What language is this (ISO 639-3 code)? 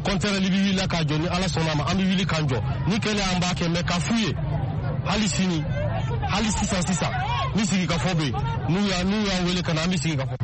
bam